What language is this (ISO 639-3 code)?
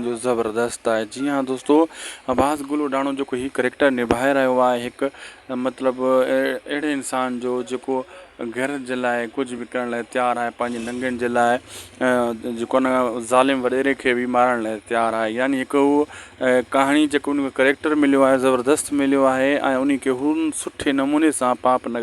snd